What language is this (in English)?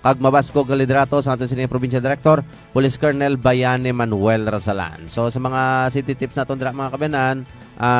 Hiligaynon